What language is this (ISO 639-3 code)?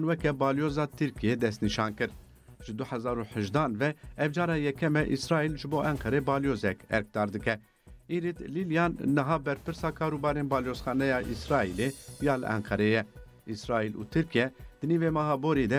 kur